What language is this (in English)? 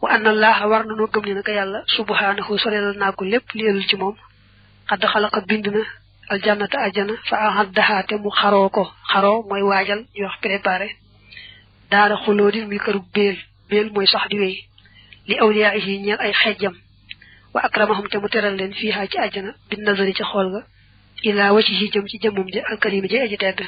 Wolof